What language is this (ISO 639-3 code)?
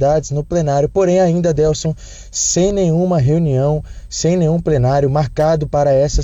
por